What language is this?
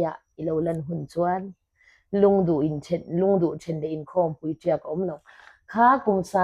Mizo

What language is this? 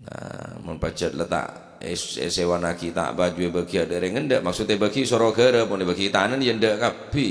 Madurese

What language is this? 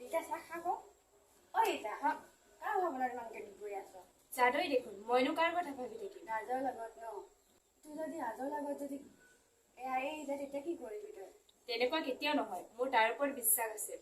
Assamese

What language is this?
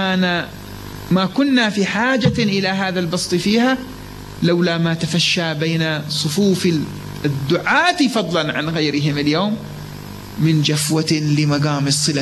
Arabic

